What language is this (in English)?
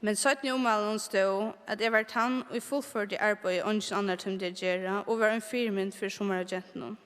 Faroese